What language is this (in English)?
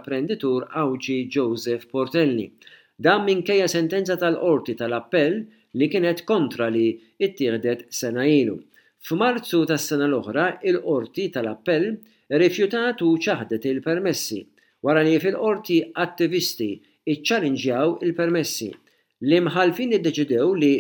Maltese